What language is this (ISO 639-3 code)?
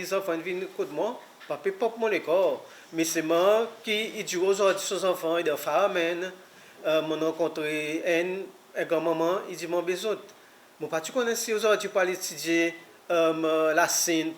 crs